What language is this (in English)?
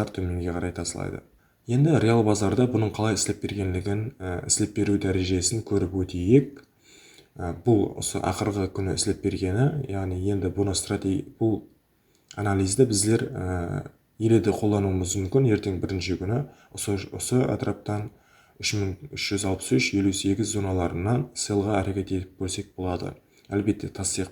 Kara-Kalpak